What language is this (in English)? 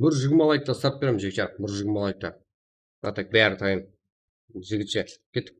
Kara-Kalpak